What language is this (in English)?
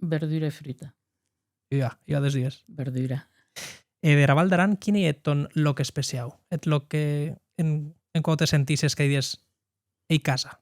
Occitan